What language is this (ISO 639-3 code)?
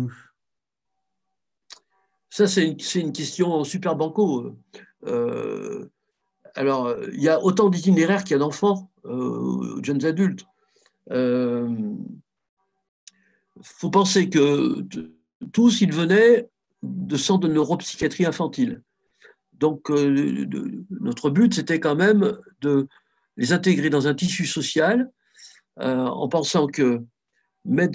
fra